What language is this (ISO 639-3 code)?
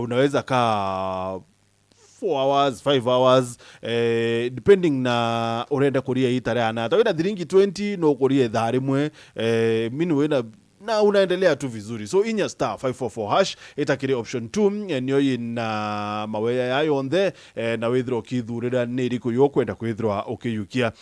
mer